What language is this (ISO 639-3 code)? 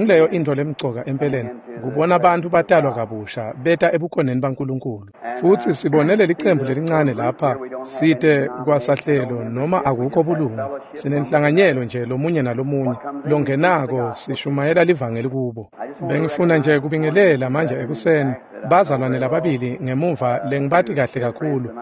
ssw